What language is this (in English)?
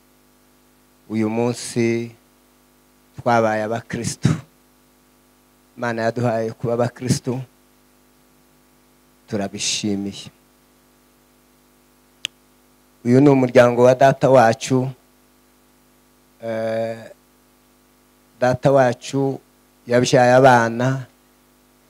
Kinyarwanda